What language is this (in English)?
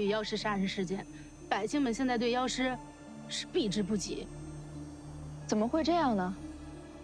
Chinese